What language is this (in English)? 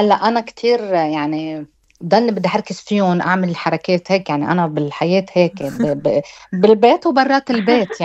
North Levantine Arabic